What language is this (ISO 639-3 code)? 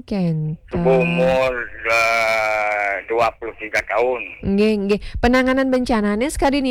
ban